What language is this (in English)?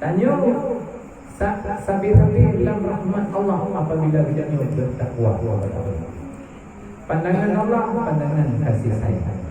Achinese